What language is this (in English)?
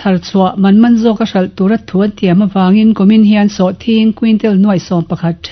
Mizo